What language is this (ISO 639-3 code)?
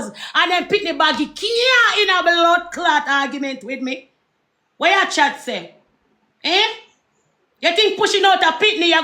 jam